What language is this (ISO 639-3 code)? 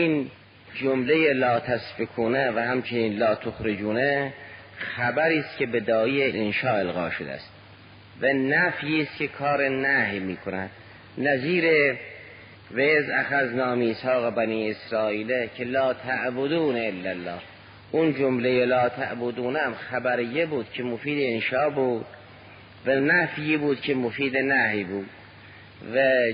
fas